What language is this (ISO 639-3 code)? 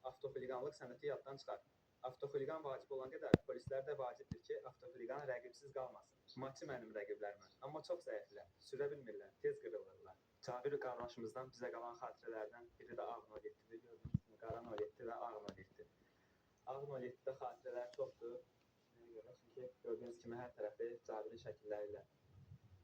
aze